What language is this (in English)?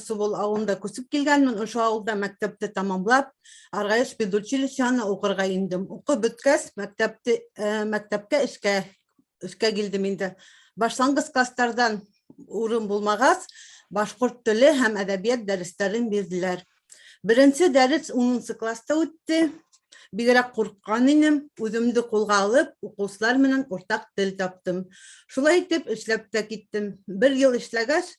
Bashkir